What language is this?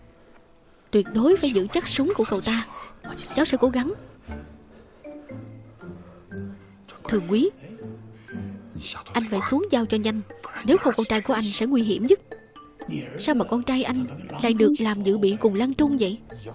Vietnamese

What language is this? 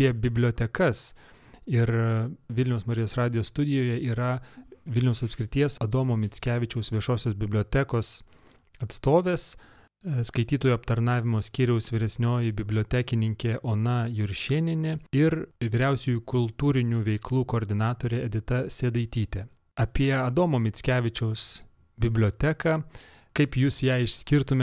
Lithuanian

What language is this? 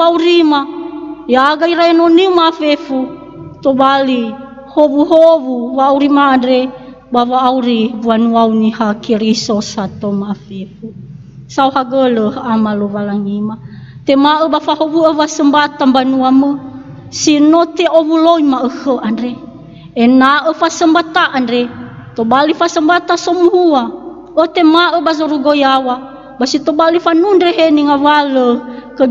Nias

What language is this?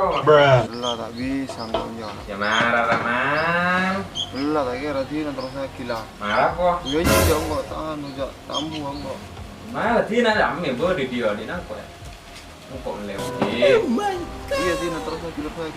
Madurese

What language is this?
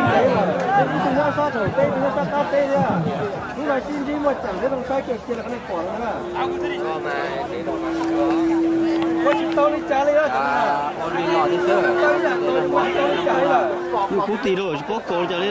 Vietnamese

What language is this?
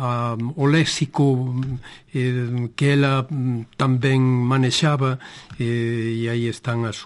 Galician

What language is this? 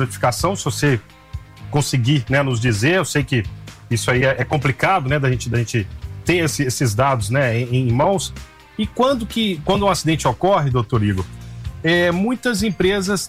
Portuguese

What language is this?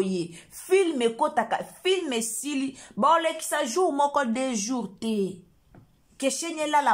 Lingala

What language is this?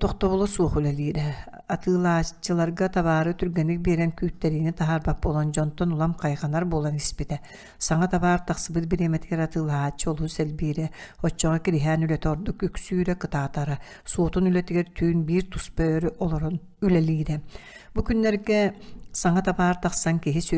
Yakut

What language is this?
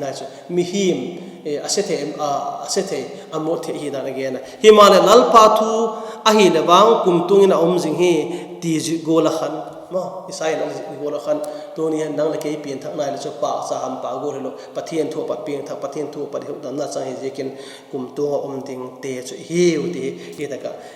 Vaiphei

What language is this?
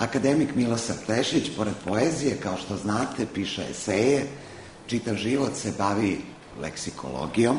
Serbian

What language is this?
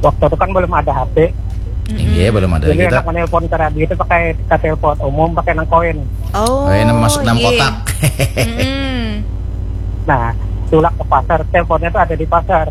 Banjar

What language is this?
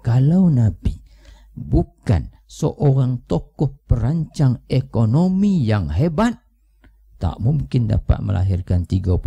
Malay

